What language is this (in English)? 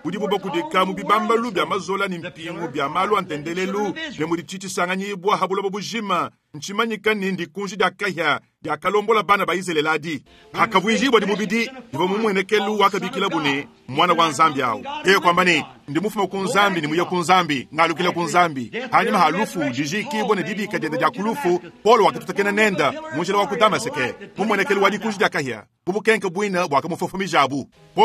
Luba-Lulua